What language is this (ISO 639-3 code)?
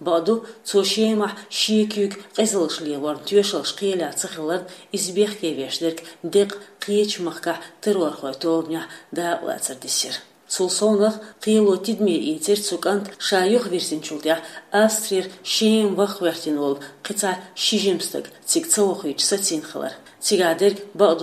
che